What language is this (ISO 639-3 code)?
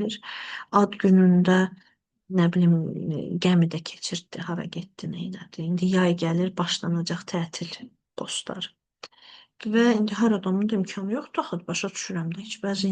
aze